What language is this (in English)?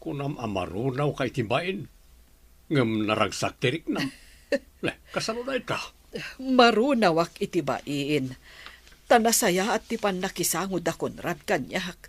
Iloko